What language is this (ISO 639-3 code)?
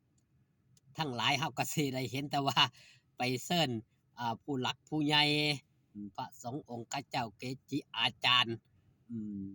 tts